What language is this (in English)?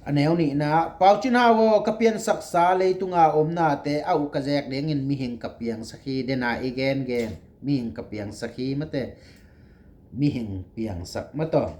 Tedim Chin